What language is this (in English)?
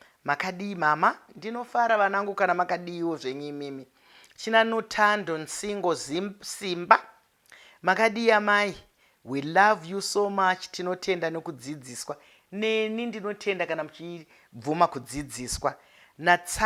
Shona